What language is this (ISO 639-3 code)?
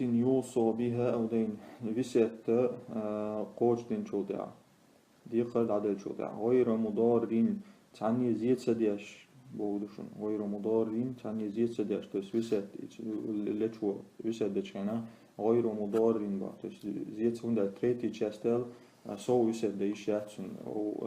che